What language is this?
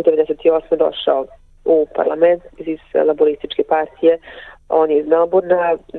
Serbian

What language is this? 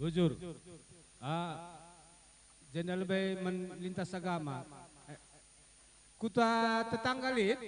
Batak Karo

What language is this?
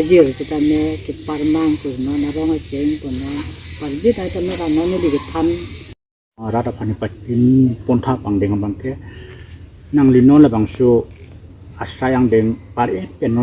Karbi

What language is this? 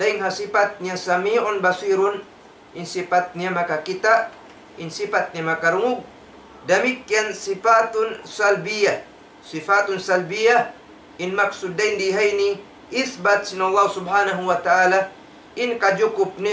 Tausug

